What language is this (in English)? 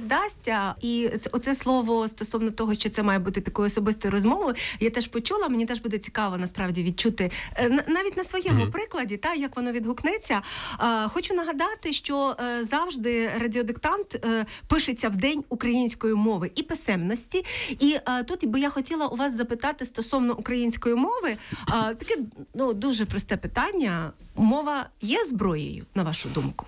Ukrainian